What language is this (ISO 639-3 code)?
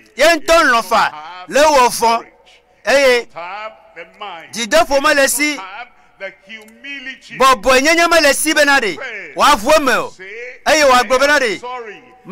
ewe